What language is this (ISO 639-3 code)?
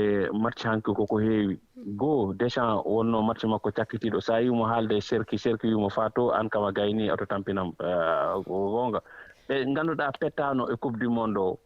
ful